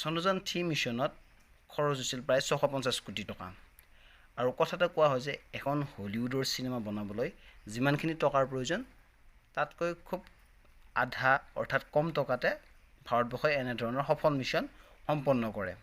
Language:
Assamese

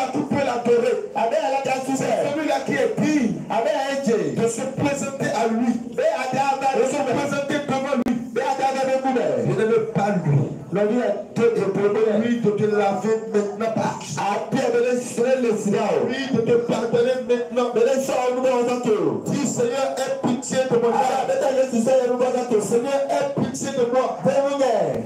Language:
French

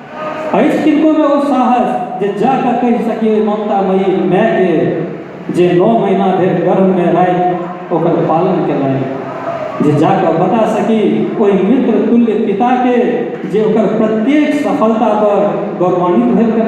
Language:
Maithili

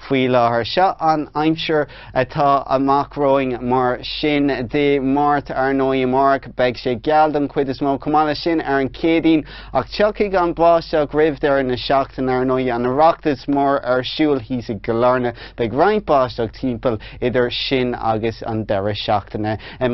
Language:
Irish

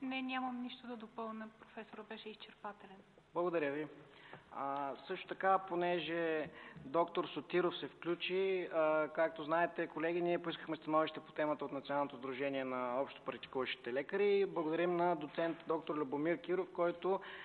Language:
Bulgarian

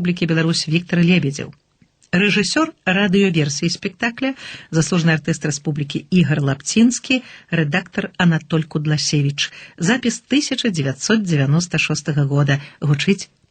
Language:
Belarusian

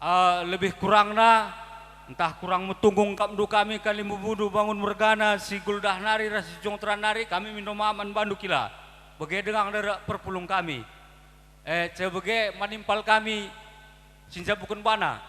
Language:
Batak Karo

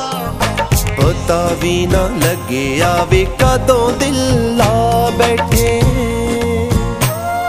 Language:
Punjabi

